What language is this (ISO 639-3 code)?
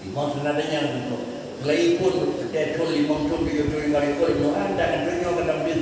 ace